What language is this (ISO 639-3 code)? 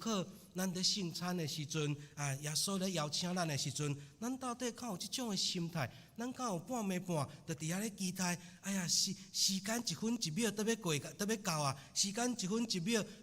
nan